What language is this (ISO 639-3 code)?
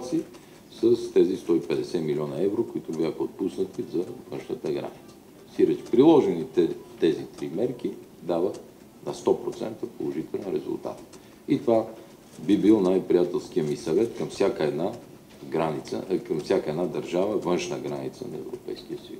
bul